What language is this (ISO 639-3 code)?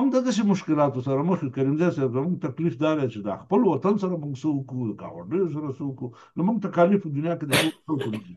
pus